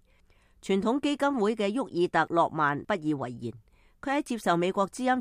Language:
Cantonese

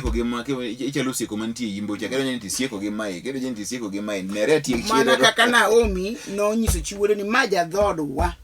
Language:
Luo (Kenya and Tanzania)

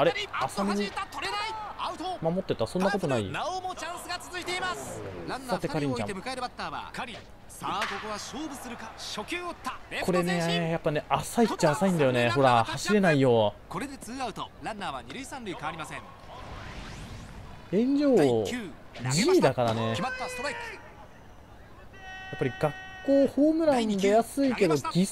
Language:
Japanese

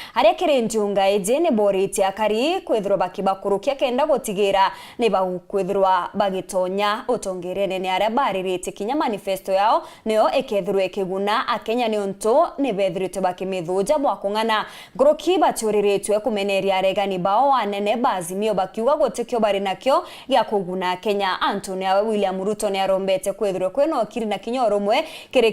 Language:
Meru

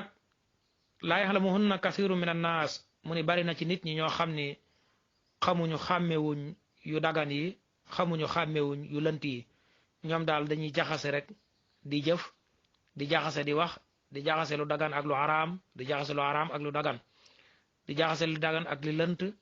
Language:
Wolof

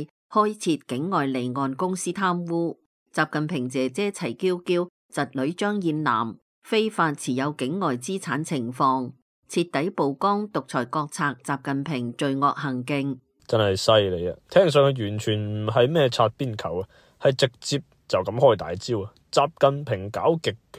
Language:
Cantonese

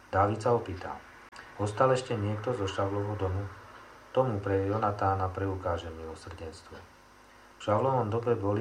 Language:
Slovak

